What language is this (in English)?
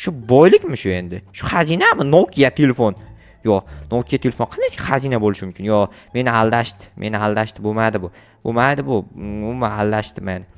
Uzbek